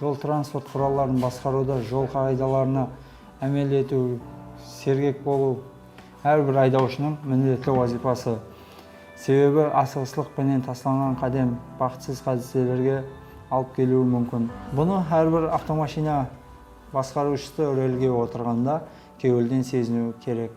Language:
Kara-Kalpak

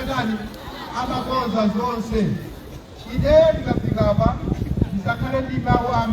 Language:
Nyanja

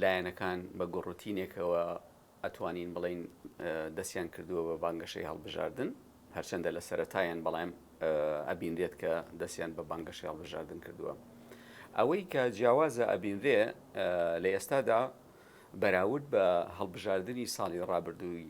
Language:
Central Kurdish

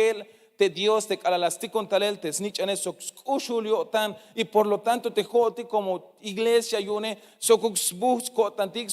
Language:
Tzeltal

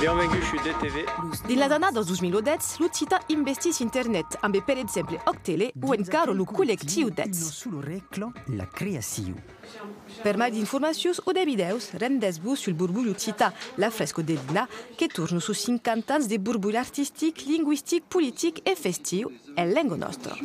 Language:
Occitan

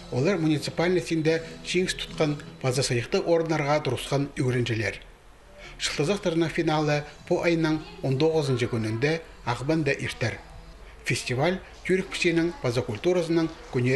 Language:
Khakas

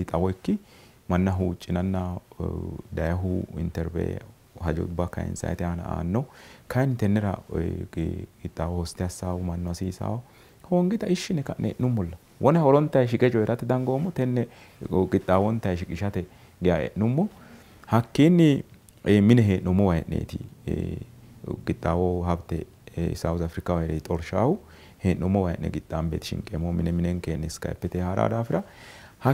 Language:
Sidamo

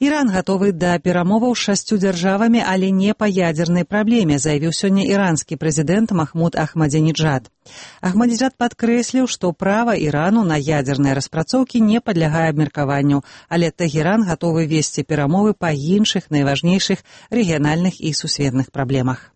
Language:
Belarusian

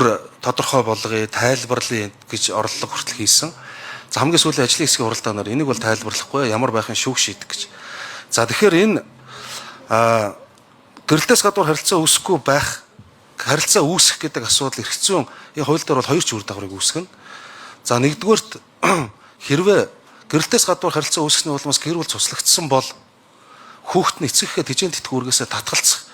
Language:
Mongolian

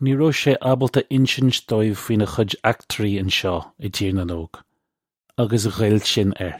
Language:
Irish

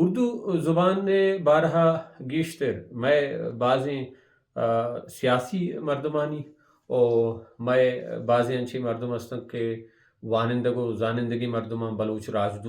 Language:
Baluchi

